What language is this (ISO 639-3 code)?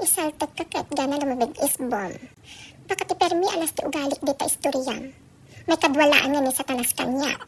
ilo